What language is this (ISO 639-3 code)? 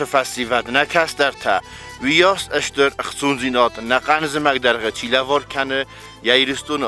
oss